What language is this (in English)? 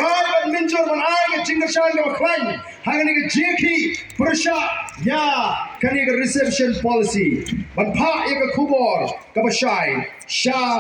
Khasi